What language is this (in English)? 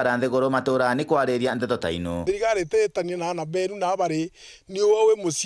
Meru